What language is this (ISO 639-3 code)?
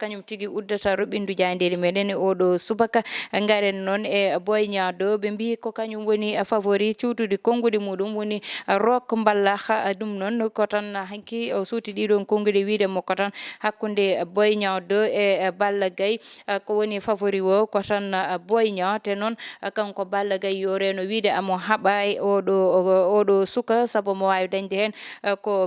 ful